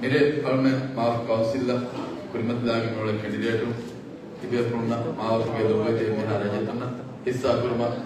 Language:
Divehi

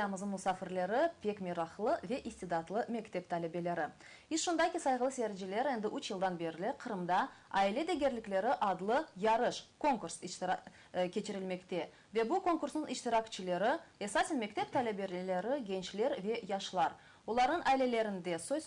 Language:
Crimean Tatar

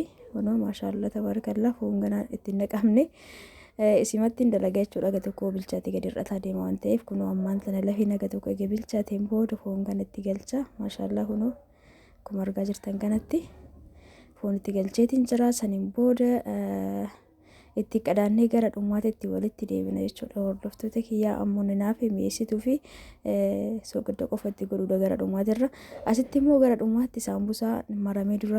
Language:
Oromo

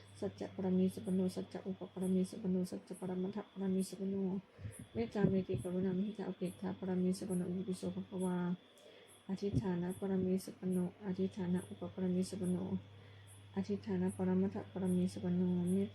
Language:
Pali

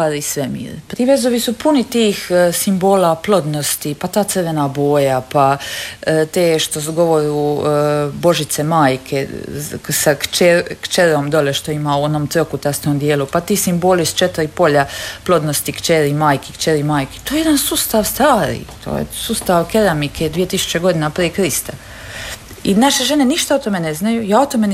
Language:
Croatian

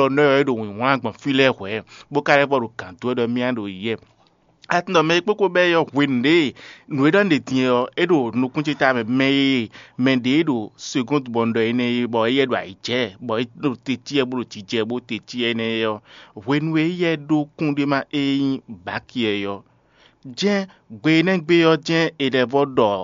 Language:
Fon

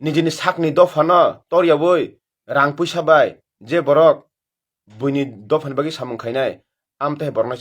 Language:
Kok Borok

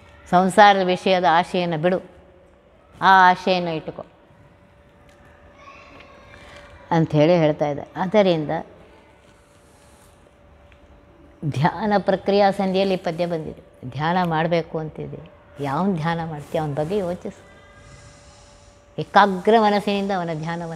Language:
Kannada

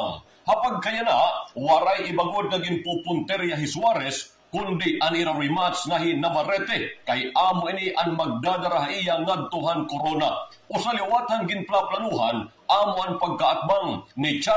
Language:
Waray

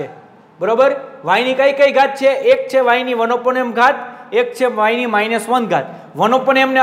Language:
Gujarati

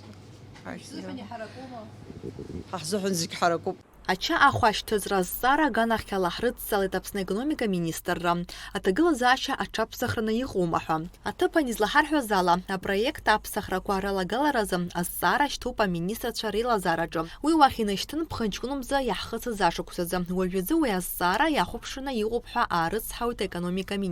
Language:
Abkhazian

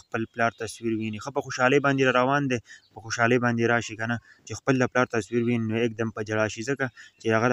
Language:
Pashto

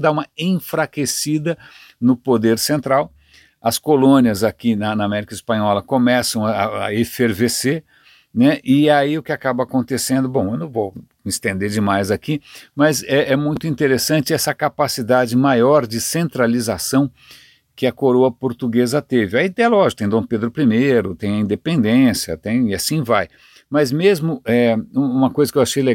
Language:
Portuguese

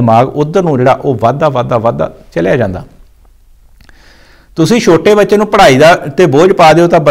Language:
Punjabi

